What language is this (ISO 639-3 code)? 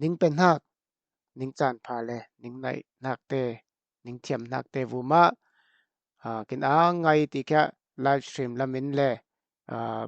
cfm